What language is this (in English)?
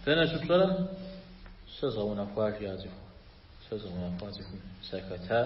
Kabardian